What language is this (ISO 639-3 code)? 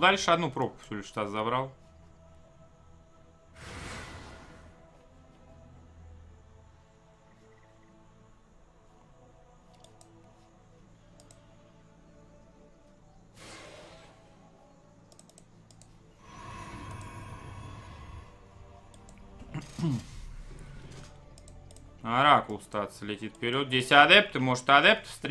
rus